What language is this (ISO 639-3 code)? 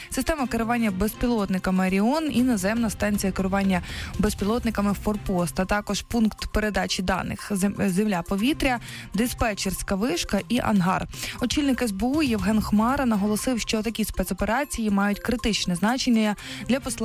ukr